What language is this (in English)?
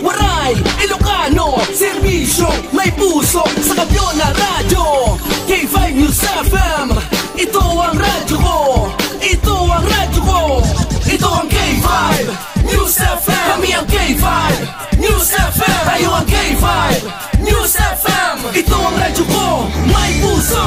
Hiligaynon